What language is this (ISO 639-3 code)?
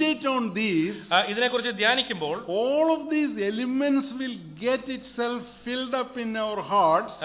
mal